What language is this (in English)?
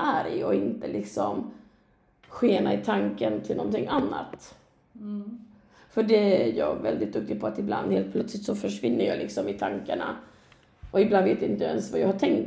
Swedish